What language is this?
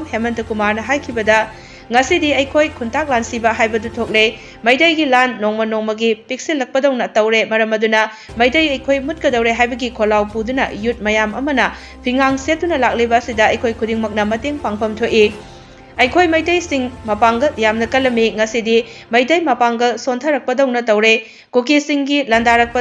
Manipuri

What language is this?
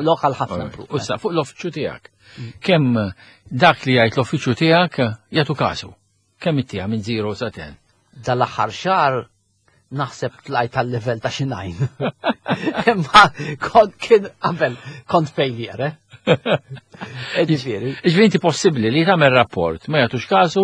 Maltese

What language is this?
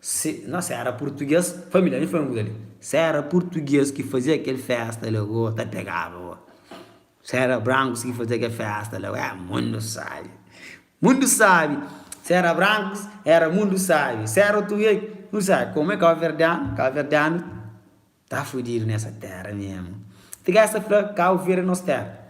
Kabuverdianu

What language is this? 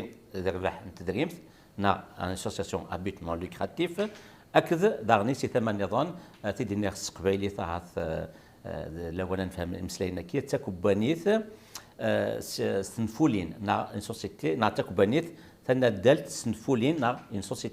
Kabyle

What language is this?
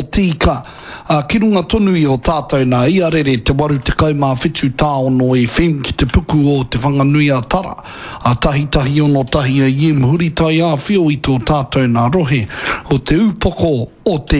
Māori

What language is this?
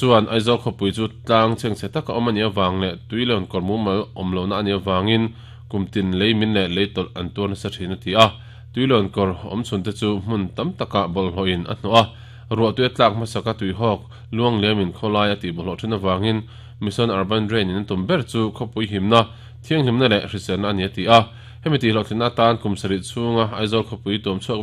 Mizo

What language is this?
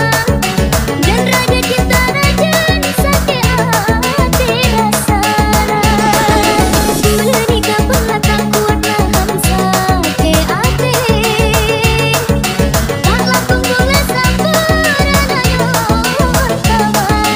Malay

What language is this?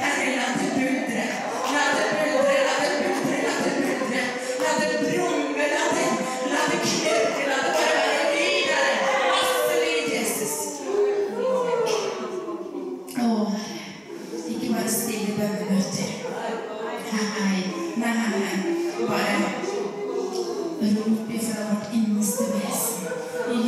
Norwegian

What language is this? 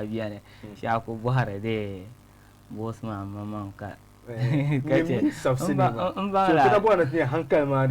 Dagbani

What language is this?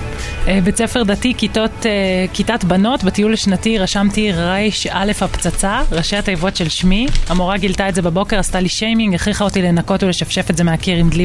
Hebrew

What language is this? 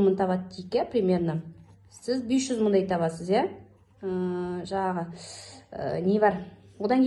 Kazakh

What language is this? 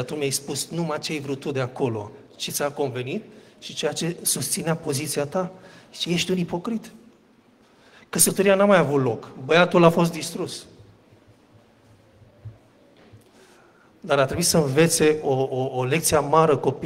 Romanian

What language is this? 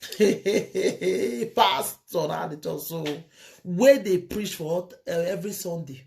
Nigerian Pidgin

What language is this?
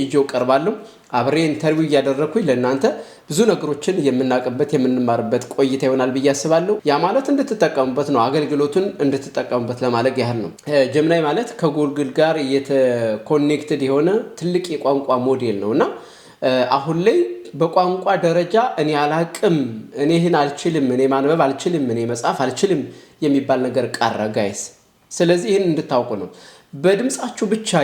Amharic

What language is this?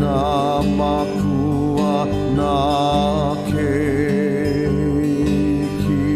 Hawaiian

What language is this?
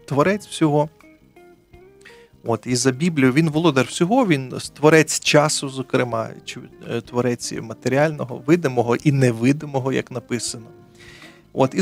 Ukrainian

